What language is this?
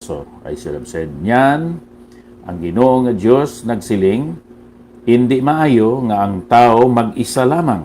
Hiligaynon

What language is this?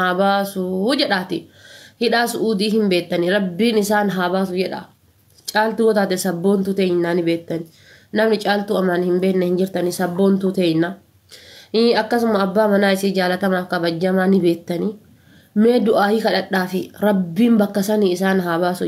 Oromo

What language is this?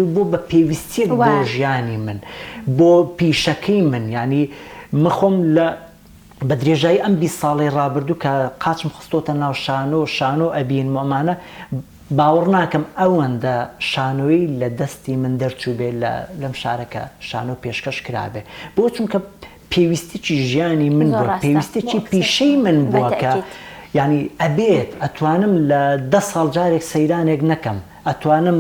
Central Kurdish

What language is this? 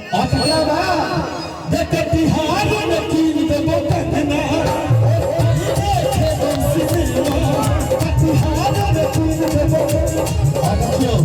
Maithili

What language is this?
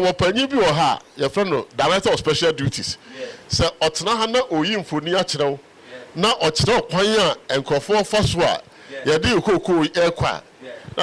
Akan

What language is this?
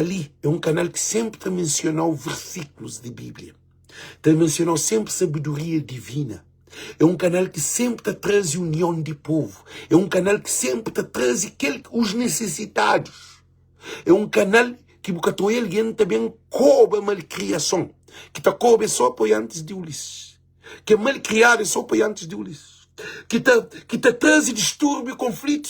Kabuverdianu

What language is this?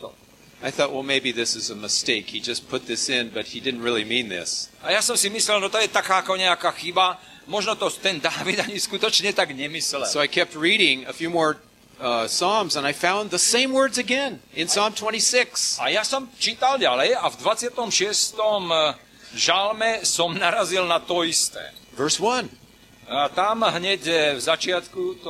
Slovak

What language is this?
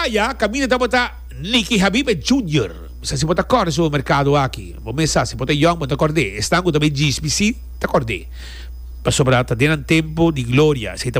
Papiamento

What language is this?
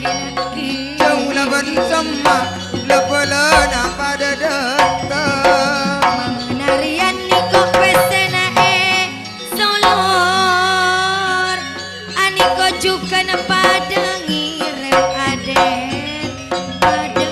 Madurese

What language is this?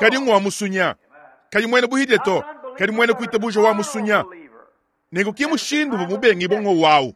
Luba-Lulua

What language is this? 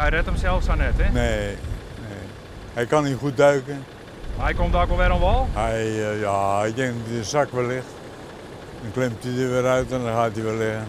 Western Frisian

